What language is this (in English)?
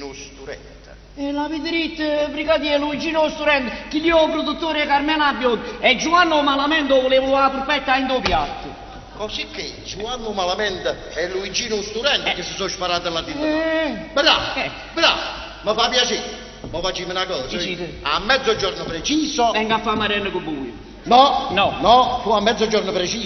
Neapolitan